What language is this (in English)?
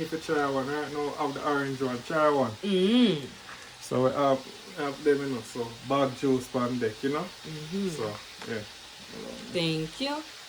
Jamaican Creole English